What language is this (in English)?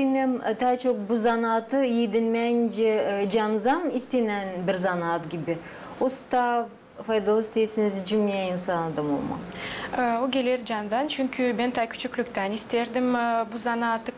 Gagauz